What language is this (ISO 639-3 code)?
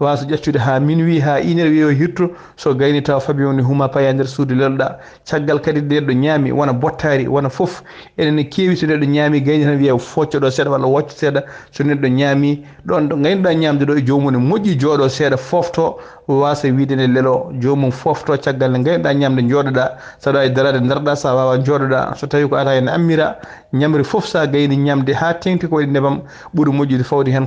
ful